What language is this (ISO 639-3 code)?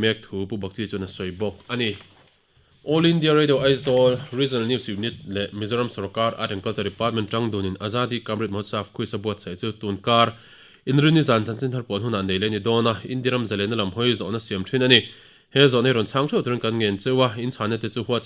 lus